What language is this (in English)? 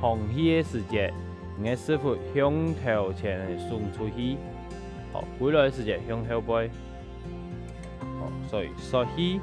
Hakka Chinese